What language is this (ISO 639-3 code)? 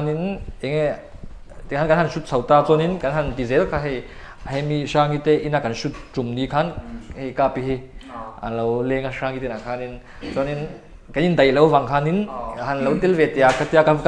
lus